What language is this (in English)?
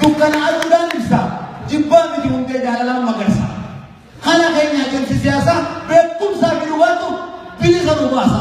Oromo